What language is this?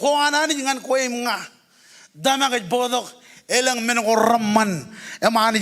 Marshallese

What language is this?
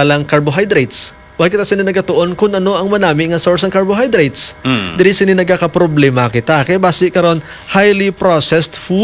Hiligaynon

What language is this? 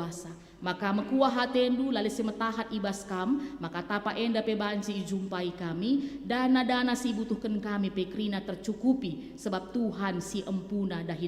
Batak Karo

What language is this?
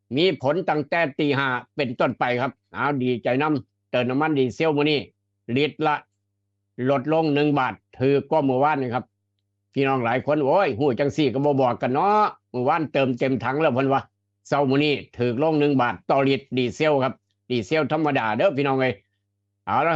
Northeastern Thai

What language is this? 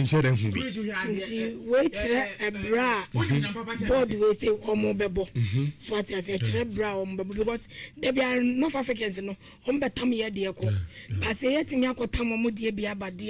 Akan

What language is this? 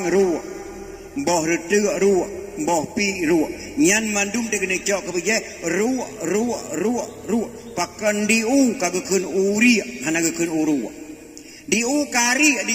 Achinese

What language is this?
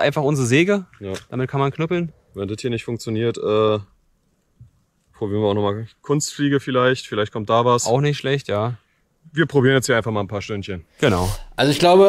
German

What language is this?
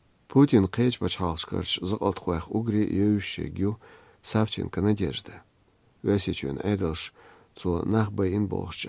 Chechen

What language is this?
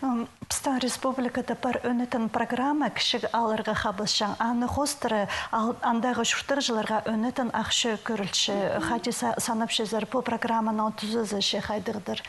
Khakas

